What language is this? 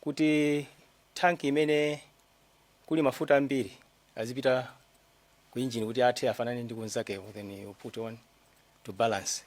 Nyanja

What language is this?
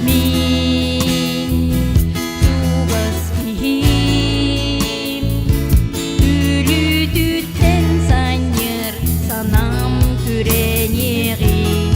Yakut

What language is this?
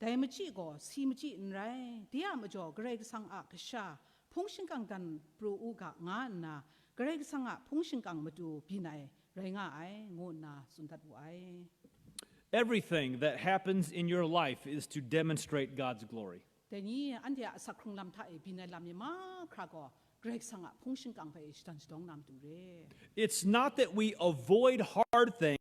Kachin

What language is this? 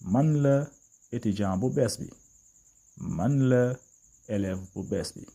Wolof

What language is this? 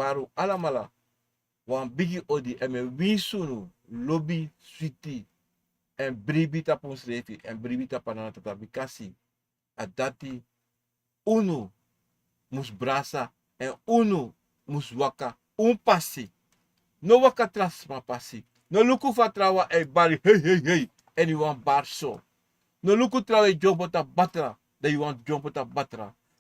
Sranan Tongo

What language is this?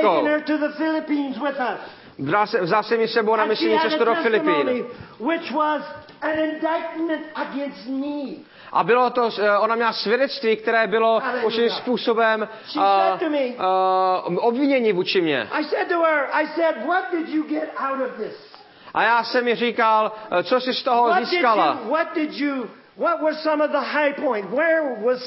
Czech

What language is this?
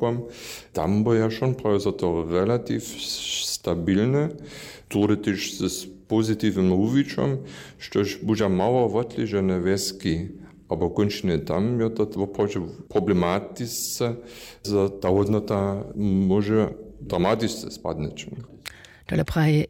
Upper Sorbian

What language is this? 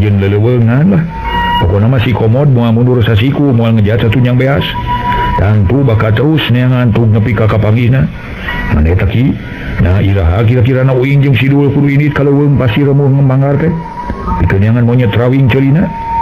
Sundanese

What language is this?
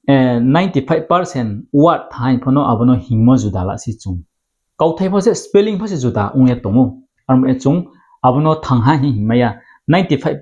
Riang (India)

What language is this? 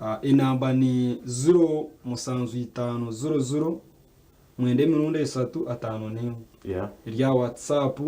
Nyankole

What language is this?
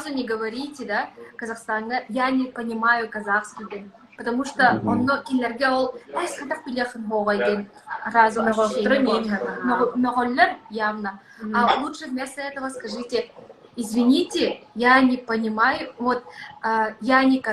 Yakut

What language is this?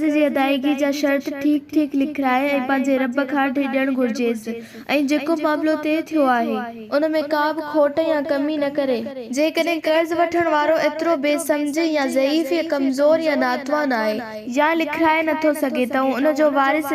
Sindhi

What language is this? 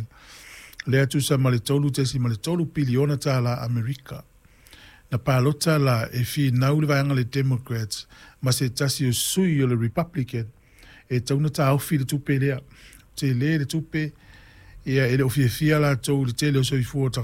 Samoan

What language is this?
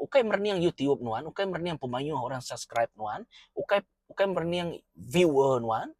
Iban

